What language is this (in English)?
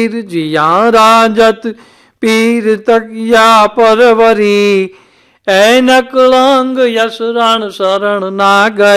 Gujarati